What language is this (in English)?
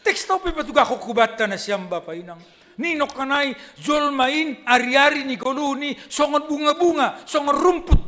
Batak Simalungun